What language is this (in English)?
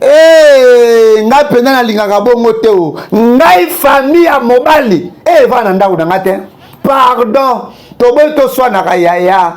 Lingala